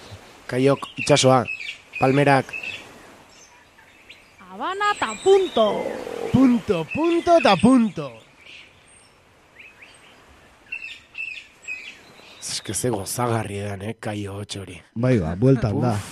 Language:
Basque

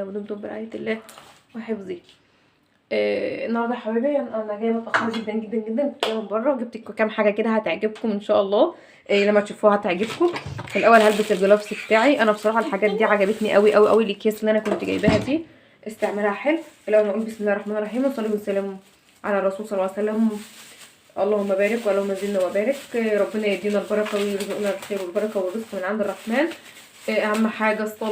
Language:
Egyptian Arabic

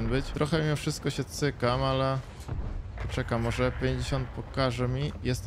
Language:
Polish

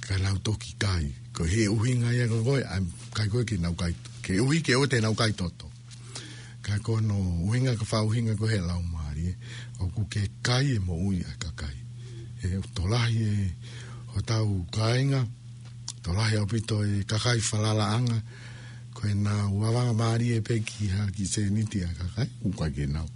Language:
Tongan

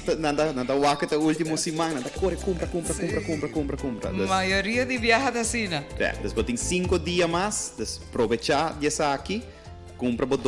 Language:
Papiamento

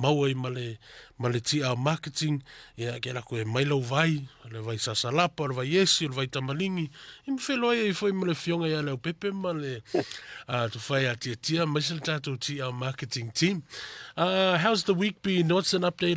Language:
Samoan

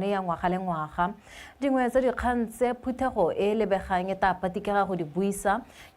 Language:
Tswana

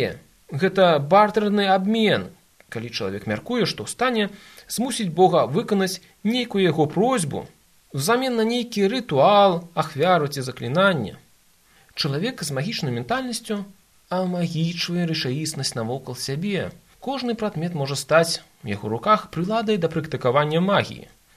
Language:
Belarusian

